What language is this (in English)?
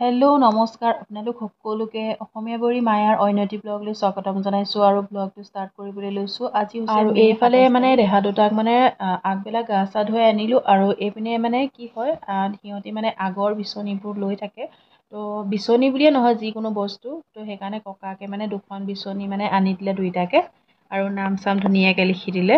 Assamese